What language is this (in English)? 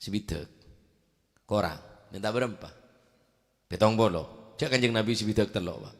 Madurese